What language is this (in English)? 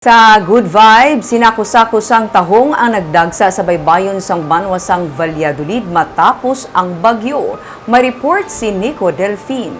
Hiligaynon